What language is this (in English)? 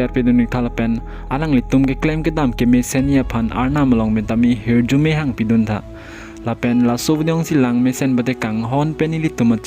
Karbi